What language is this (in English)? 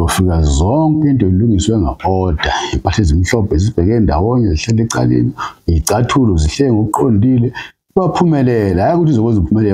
Zulu